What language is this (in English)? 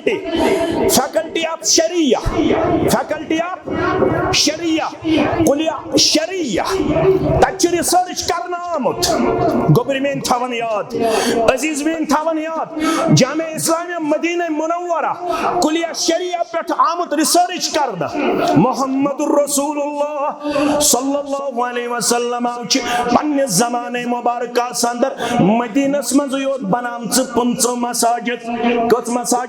Kashmiri